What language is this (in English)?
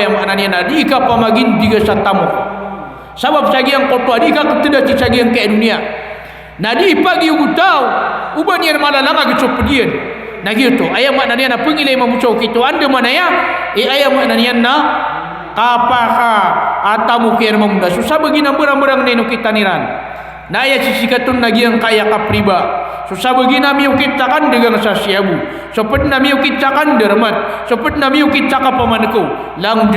Maranao